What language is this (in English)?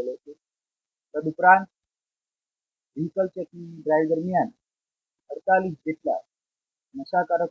Gujarati